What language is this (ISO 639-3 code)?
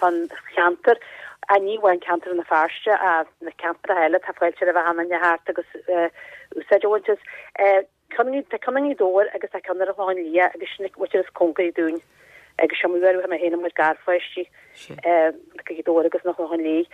gle